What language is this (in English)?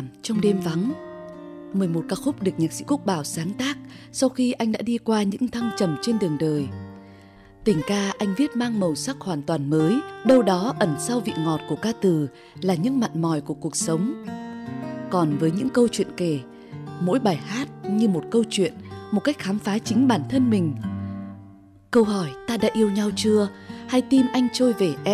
Vietnamese